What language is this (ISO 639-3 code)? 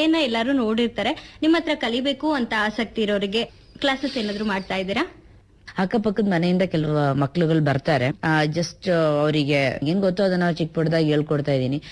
kan